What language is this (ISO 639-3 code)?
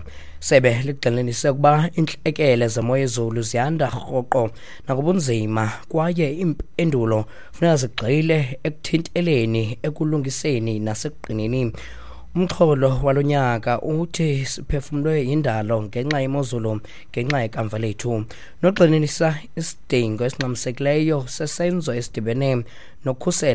xho